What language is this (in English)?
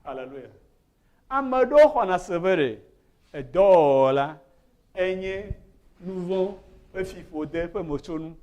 Ewe